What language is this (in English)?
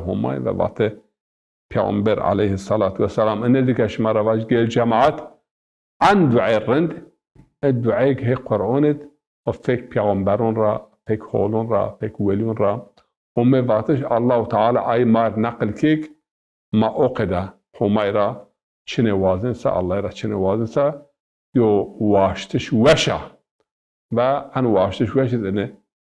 Zaza